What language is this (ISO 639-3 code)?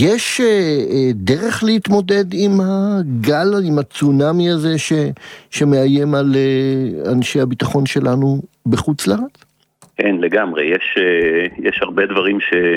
heb